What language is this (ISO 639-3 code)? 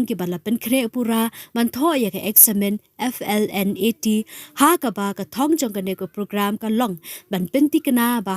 kha